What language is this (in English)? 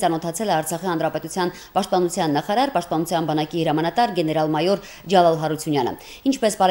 Armenian